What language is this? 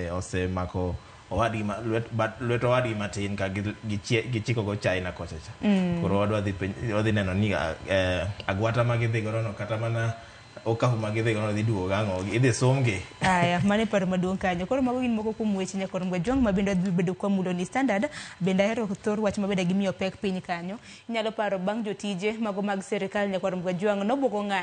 Luo (Kenya and Tanzania)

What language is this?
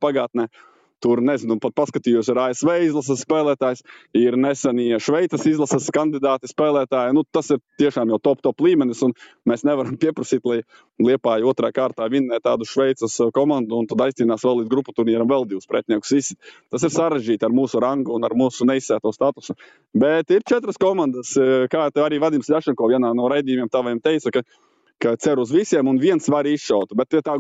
Latvian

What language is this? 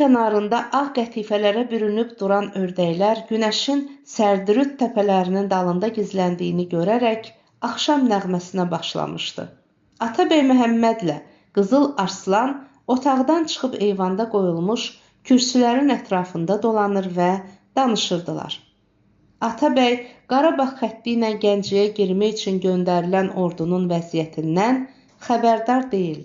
Azerbaijani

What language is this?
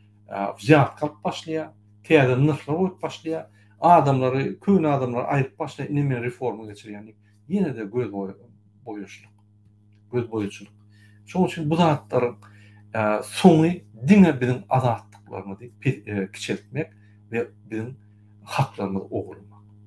Turkmen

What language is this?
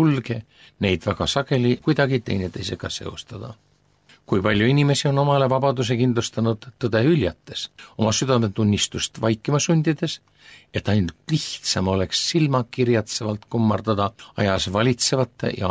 Estonian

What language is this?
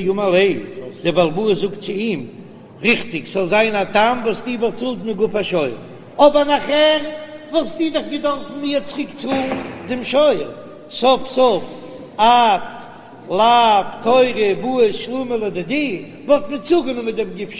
Yiddish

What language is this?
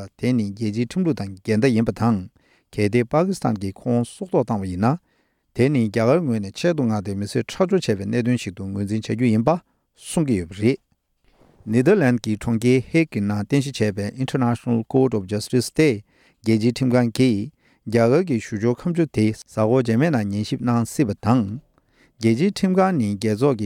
Tibetan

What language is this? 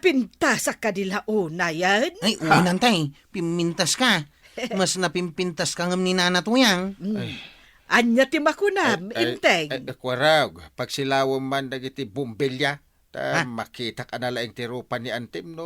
Iloko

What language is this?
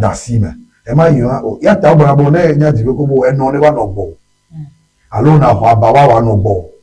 Ewe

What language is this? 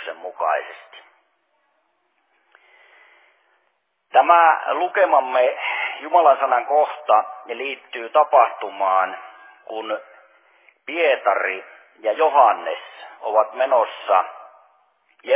Finnish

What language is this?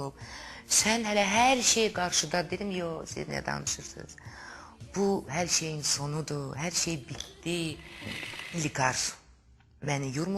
Azerbaijani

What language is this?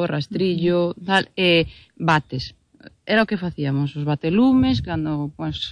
Galician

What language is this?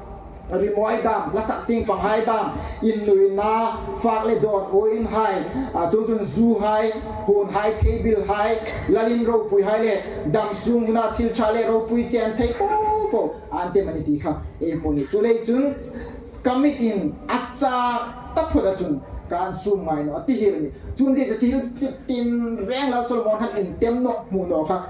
Hmar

